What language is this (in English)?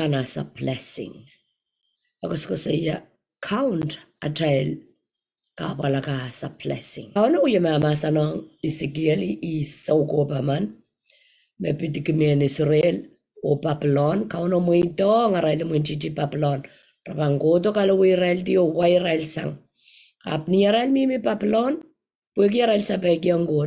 Pohnpeian